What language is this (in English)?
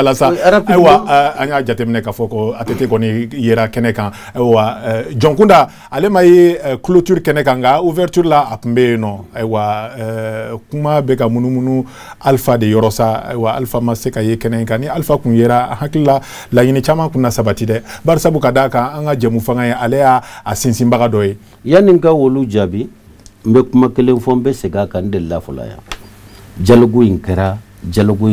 Bambara